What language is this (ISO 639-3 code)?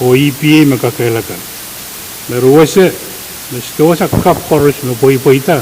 pon